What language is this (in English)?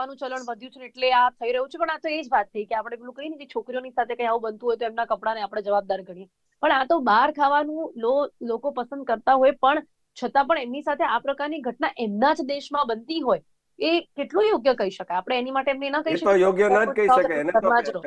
Gujarati